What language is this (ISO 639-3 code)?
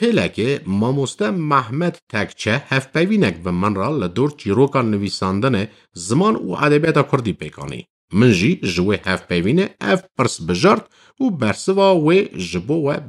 kur